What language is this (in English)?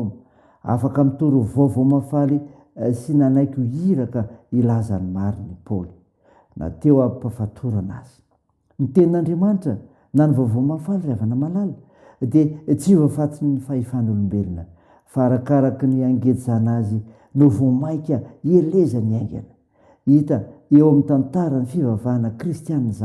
Malagasy